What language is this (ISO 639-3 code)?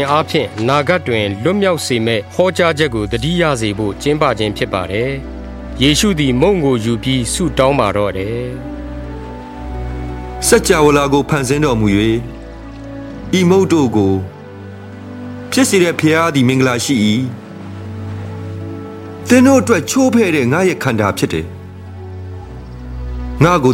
mya